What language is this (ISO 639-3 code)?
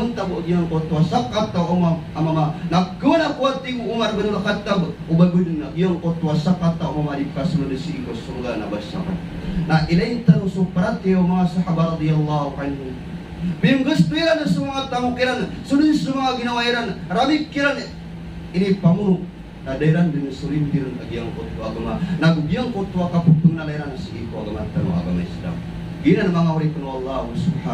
mrw